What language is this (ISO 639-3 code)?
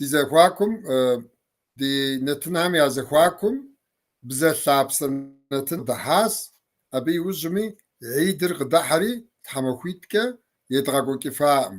kbd